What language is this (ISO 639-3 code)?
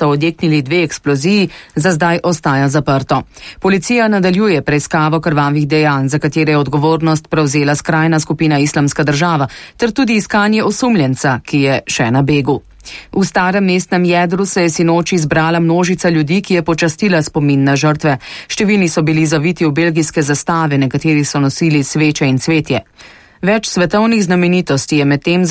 slv